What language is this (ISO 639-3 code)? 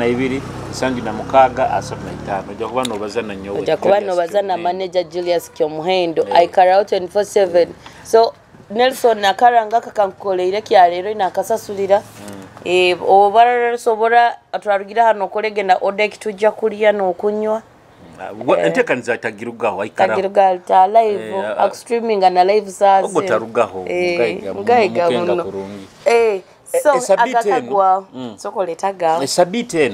nyo